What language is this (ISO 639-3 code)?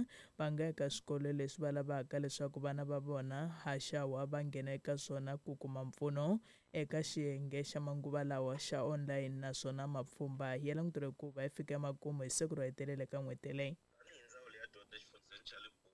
tso